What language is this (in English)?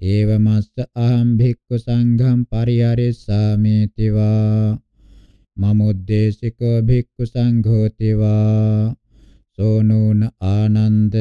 Pali